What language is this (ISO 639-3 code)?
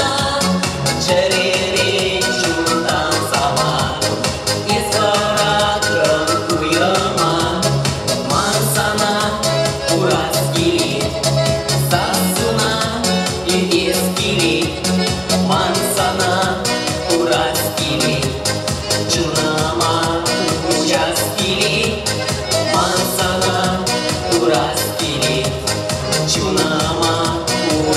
chv